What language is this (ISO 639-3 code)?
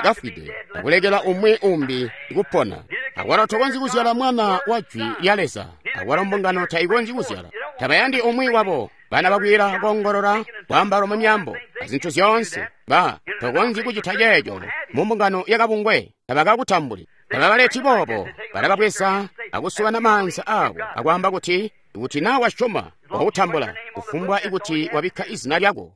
toi